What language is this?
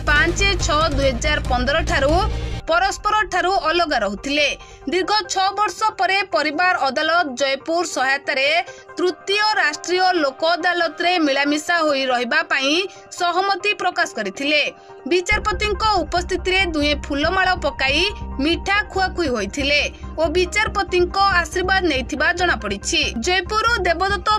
Odia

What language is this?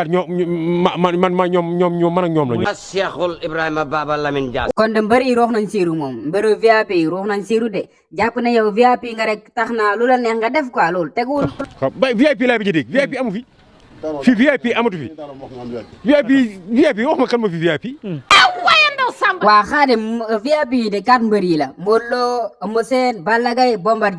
Wolof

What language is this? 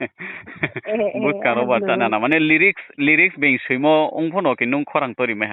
Riang (India)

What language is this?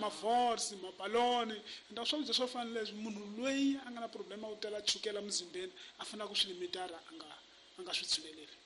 Tsonga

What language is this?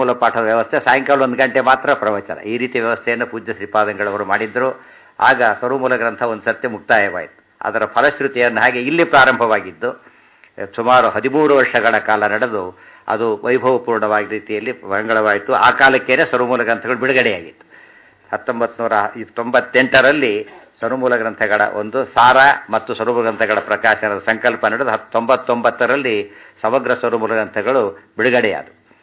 Kannada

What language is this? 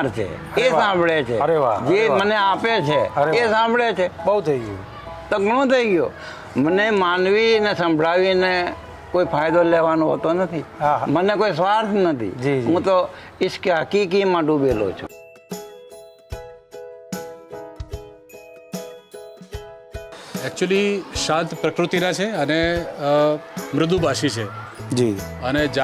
Gujarati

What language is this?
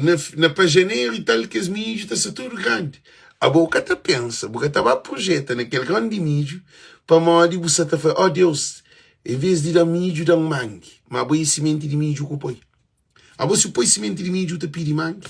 Kabuverdianu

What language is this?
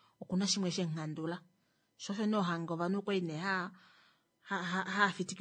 Kuanyama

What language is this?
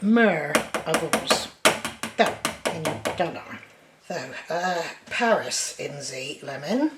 Cornish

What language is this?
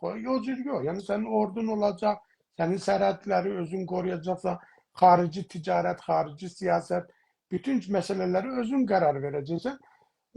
South Azerbaijani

